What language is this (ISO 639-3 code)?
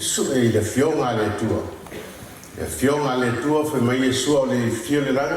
smo